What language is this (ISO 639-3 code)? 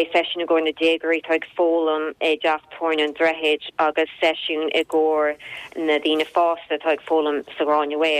gle